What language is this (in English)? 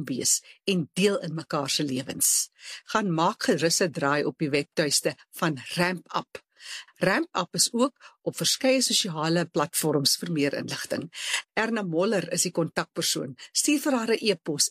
Afrikaans